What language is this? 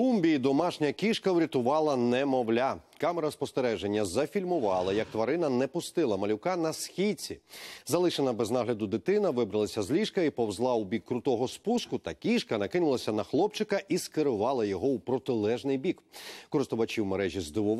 Ukrainian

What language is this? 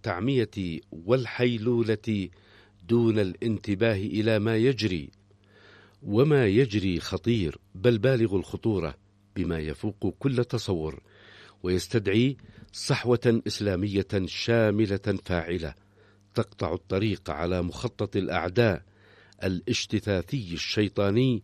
Arabic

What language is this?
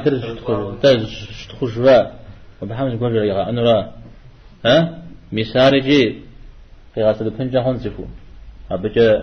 Kabardian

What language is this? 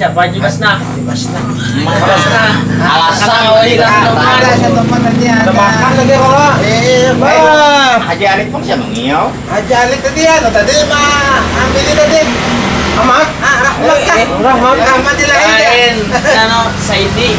Banjar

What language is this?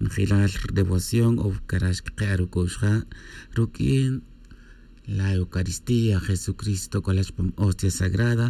Tz'utujil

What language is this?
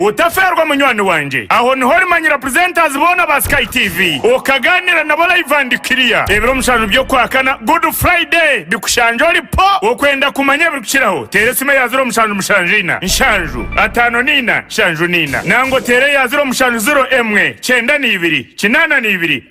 Nyankole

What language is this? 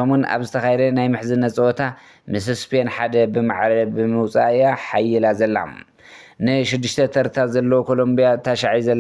Tigrinya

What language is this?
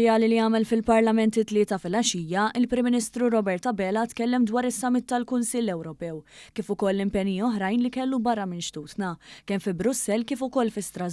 Maltese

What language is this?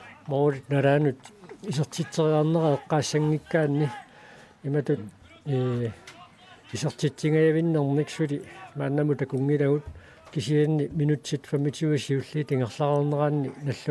Kalaallisut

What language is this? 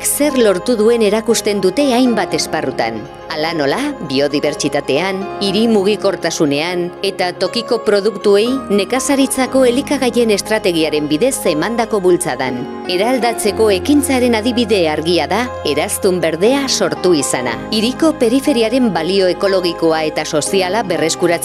Basque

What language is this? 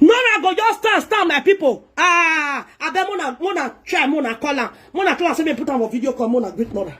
Nigerian Pidgin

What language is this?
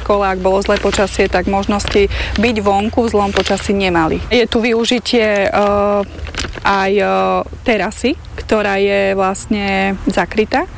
Slovak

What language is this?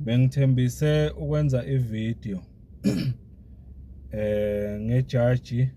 Zulu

